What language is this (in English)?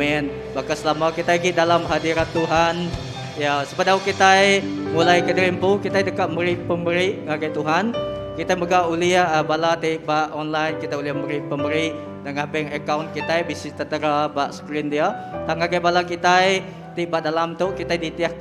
Iban